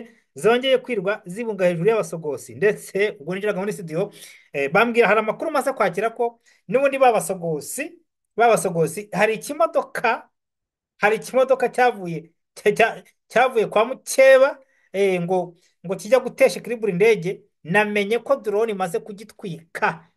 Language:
Kinyarwanda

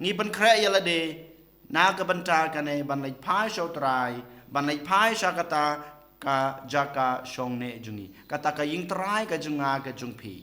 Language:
Khasi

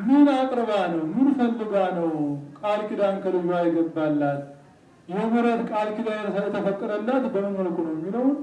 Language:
Amharic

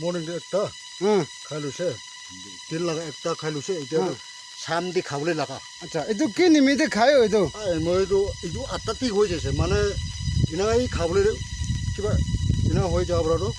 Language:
Naga Pidgin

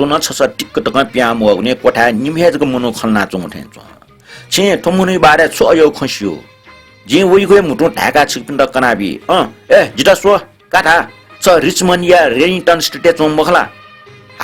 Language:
Newari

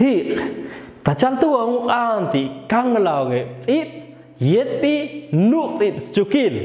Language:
Popti'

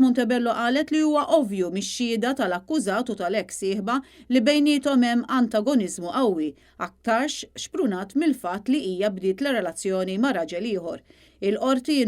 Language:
Maltese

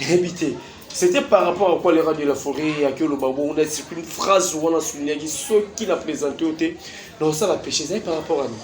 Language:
Lingala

